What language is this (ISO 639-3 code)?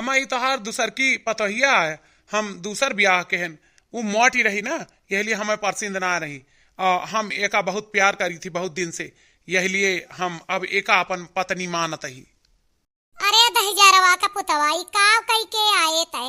awa